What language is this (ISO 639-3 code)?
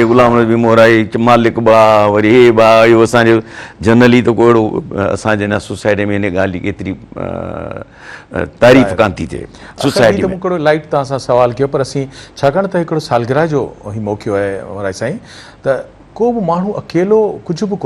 snd